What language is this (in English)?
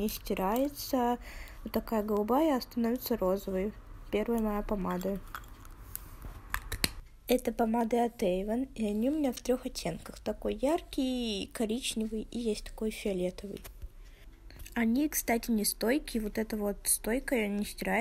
Russian